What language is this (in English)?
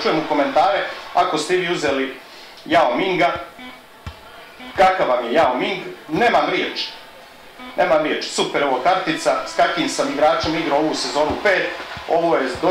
Croatian